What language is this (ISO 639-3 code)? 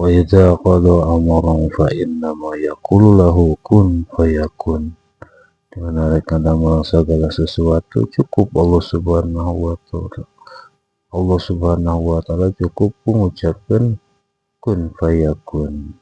sun